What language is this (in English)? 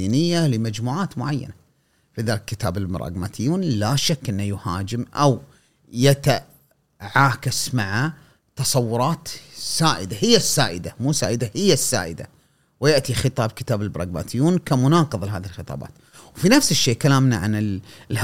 Gulf Arabic